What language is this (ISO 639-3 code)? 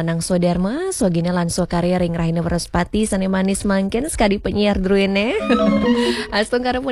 ban